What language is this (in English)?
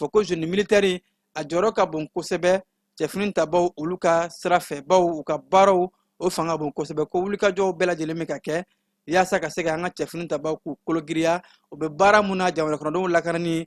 Bambara